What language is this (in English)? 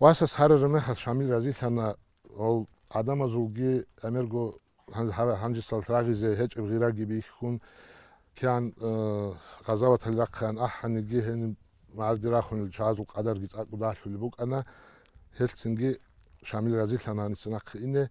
Avaric